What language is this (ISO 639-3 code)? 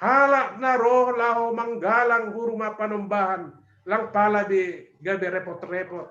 bts